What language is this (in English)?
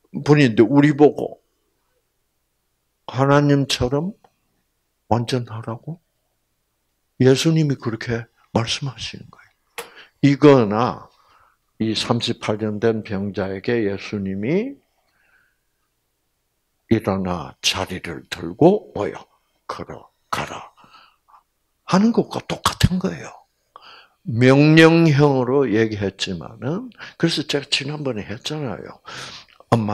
Korean